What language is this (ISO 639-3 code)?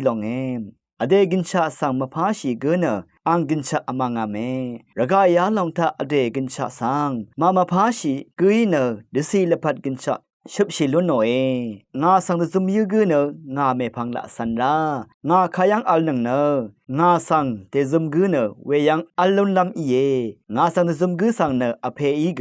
raw